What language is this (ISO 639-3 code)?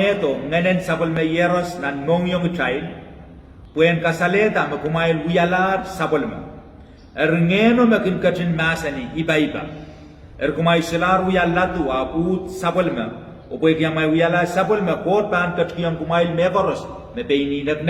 pon